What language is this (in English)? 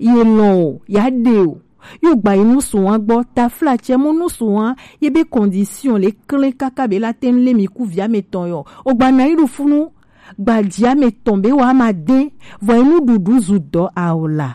Gen